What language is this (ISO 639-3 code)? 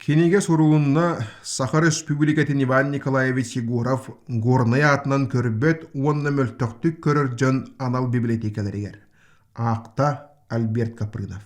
sah